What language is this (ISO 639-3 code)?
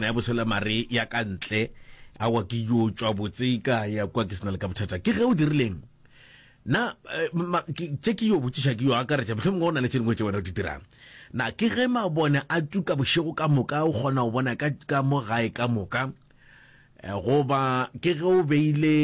nso